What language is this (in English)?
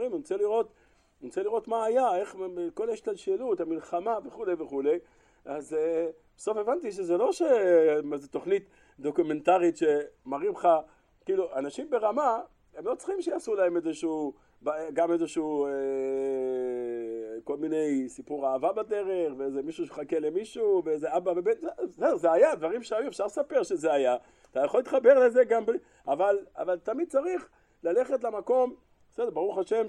Hebrew